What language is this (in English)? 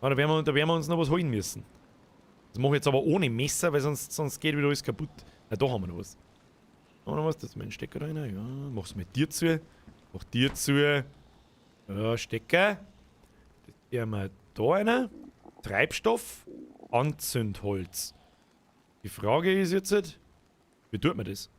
Bavarian